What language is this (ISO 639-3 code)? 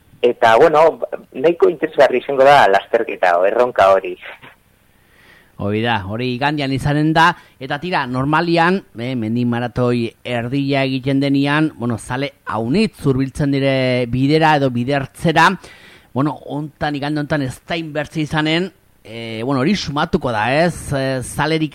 eus